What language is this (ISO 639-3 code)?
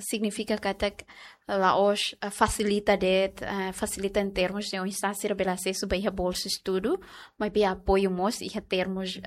tet